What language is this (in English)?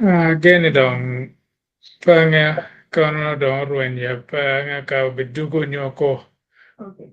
Acoli